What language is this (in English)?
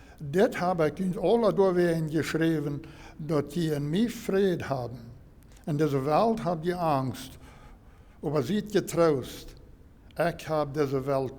Plautdietsch